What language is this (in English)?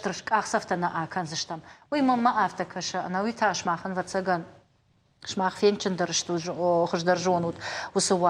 Ossetic